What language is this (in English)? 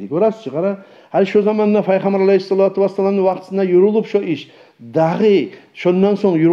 Kumyk